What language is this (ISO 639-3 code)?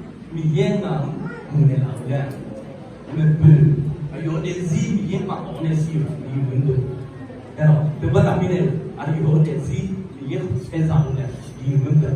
ahk